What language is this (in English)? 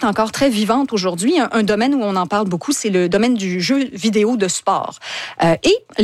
French